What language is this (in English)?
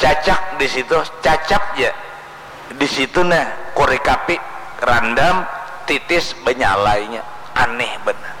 Banjar